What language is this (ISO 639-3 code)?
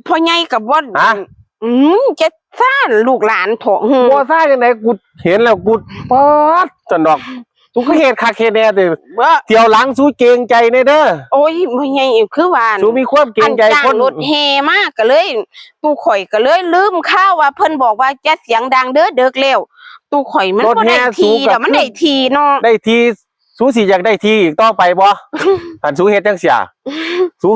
tts